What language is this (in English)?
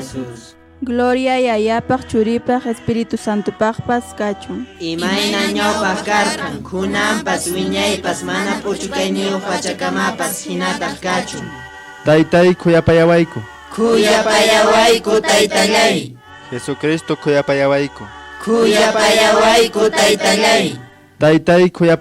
Quechua